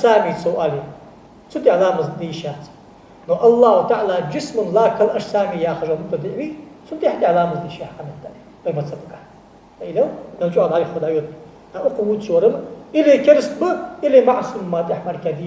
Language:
Ingush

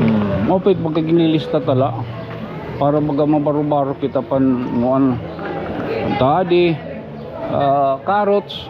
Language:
Waray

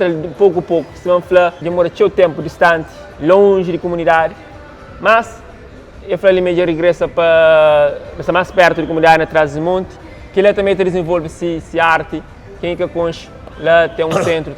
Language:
Kabuverdianu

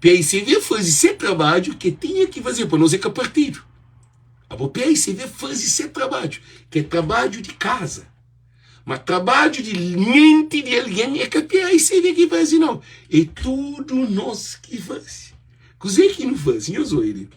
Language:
Kabuverdianu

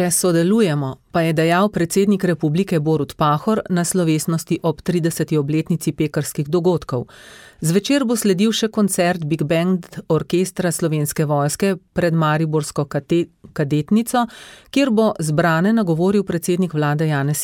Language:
Slovenian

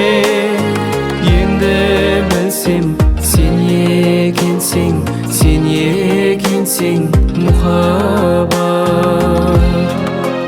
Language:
Kazakh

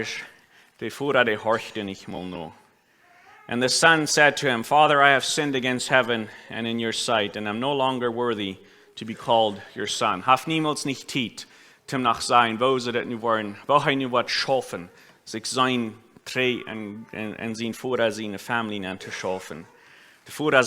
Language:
Plautdietsch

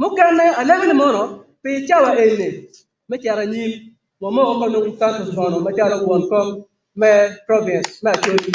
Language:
Acoli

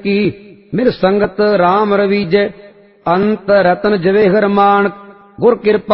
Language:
Punjabi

